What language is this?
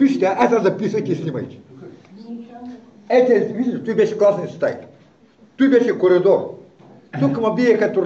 Bulgarian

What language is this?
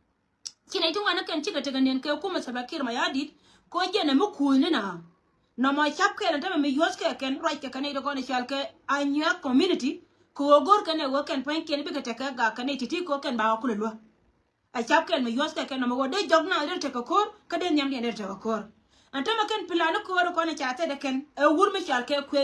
Nuer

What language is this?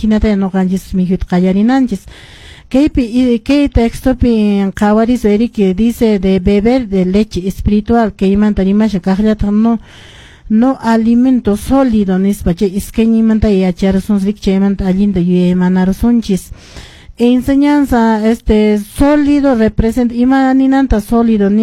Quechua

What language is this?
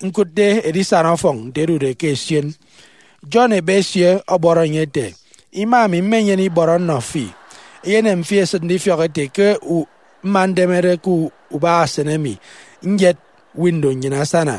Efik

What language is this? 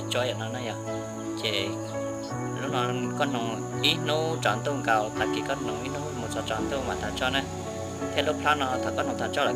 Hmong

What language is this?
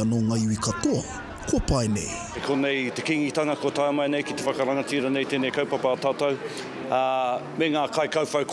Māori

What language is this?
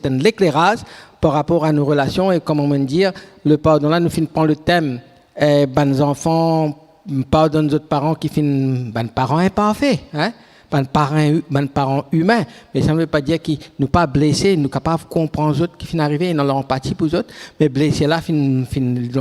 Morisyen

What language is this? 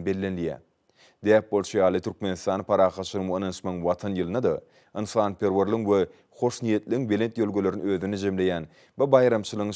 Turkmen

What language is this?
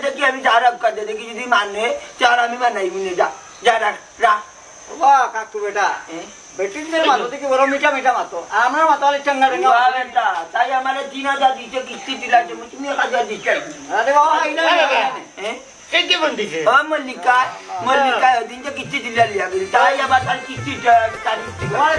Sylheti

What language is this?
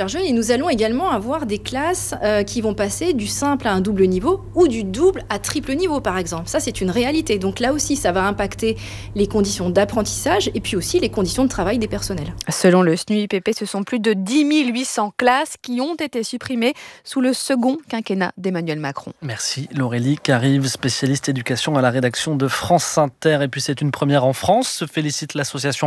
French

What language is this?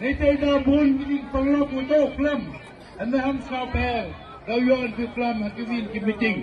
Khasi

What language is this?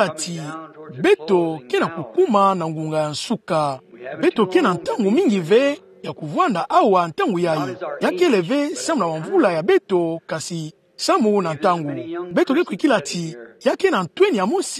Kituba (Democratic Republic of Congo)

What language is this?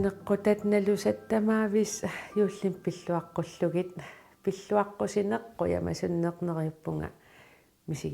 Kalaallisut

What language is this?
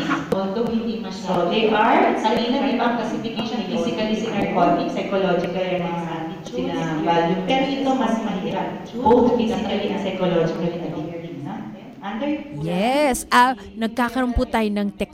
Filipino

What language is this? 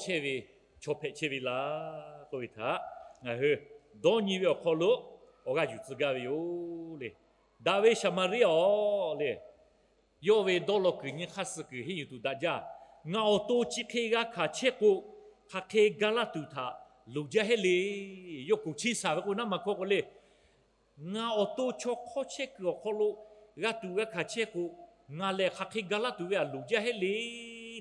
Lahu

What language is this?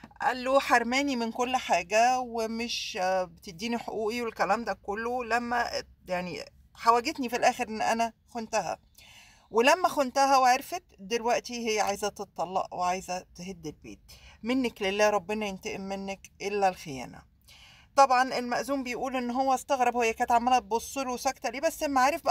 Egyptian Arabic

